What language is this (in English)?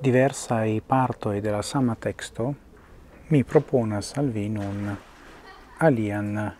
Esperanto